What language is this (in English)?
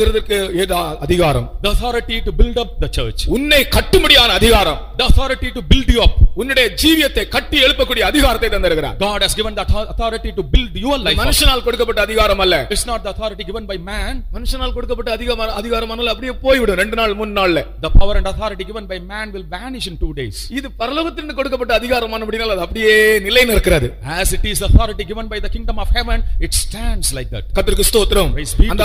Tamil